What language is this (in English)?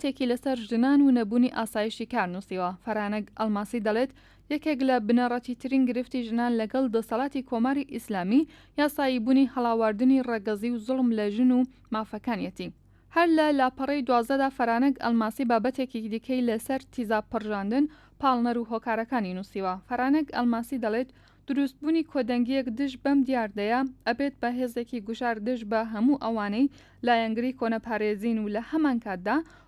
Central Kurdish